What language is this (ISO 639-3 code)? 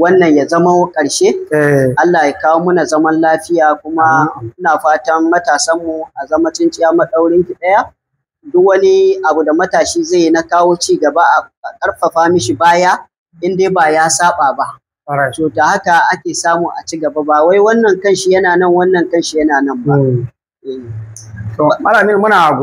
hau